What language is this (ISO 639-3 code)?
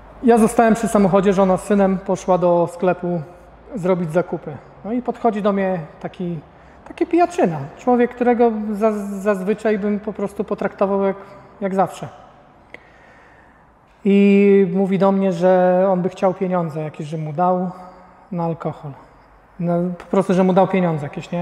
pol